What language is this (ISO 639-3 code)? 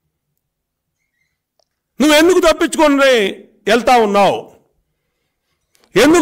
tel